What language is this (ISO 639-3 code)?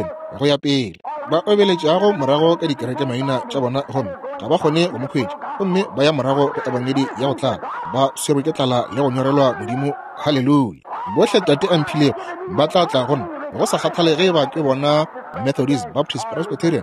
nso